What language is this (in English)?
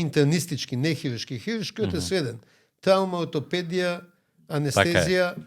Macedonian